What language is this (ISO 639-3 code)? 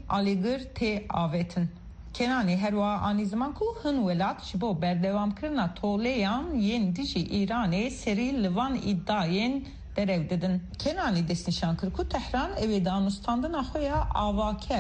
kur